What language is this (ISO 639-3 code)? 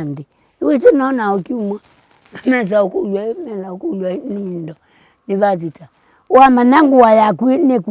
kam